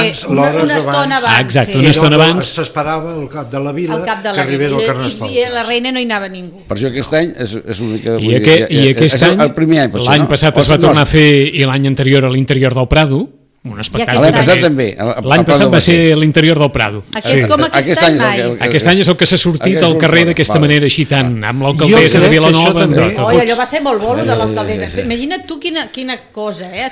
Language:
Catalan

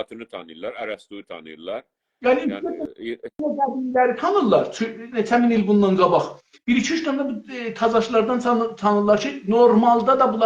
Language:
South Azerbaijani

